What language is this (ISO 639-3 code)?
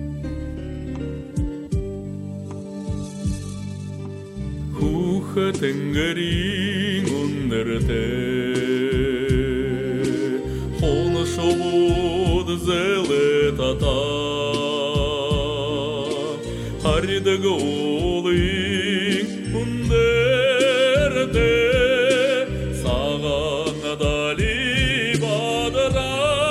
bua